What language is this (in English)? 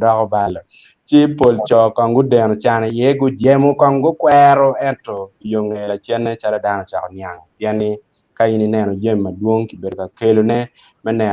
Acoli